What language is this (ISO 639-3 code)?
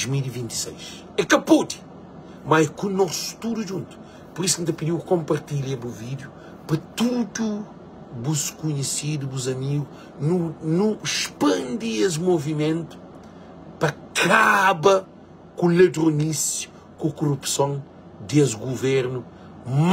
kea